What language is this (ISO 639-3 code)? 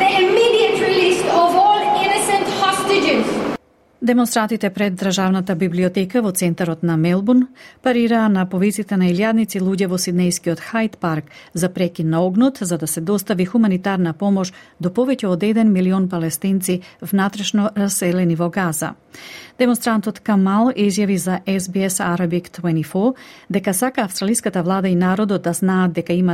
mkd